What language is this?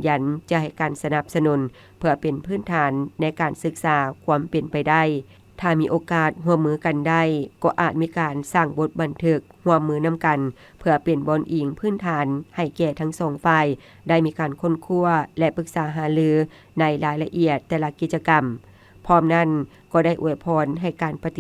Lao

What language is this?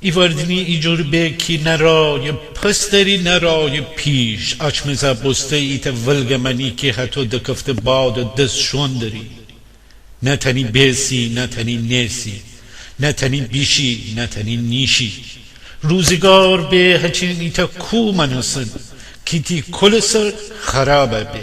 Gilaki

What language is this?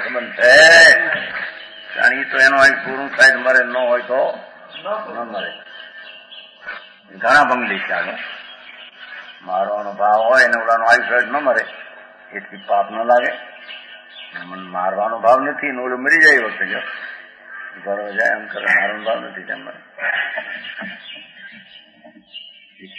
Gujarati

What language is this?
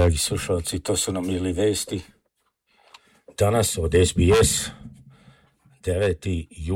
Serbian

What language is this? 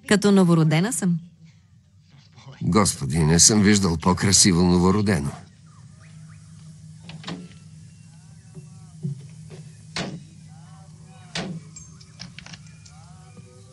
Bulgarian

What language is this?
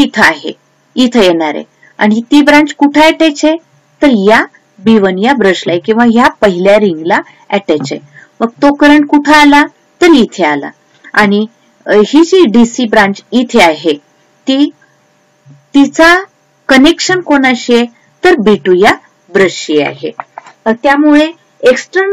Marathi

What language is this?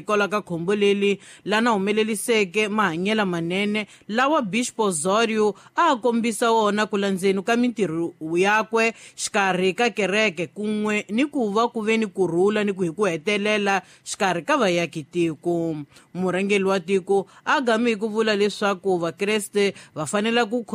Tsonga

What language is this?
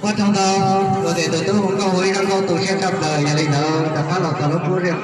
Hmong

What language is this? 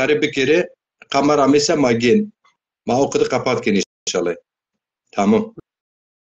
Zaza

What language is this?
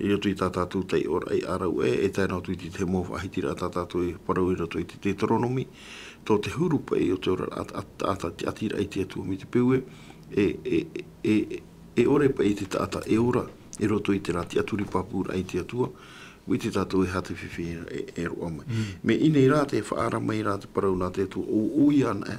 Tahitian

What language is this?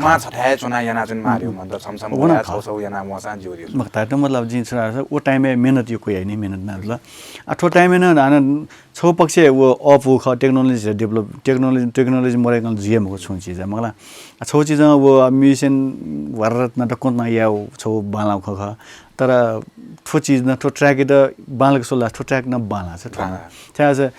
Newari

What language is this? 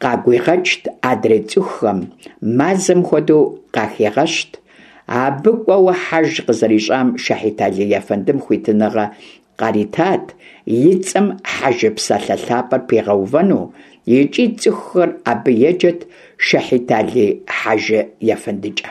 Kabardian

